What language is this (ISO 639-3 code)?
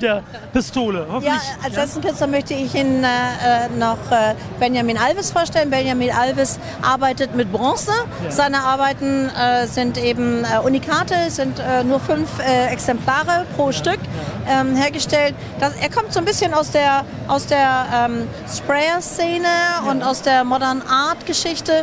deu